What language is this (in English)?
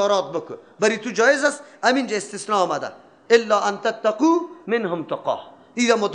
Persian